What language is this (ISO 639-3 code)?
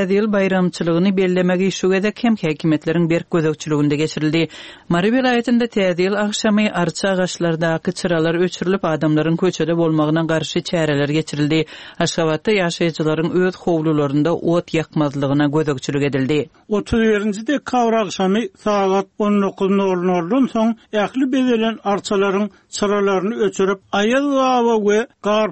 tuk